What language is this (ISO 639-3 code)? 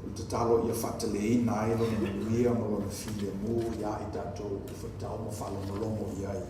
smo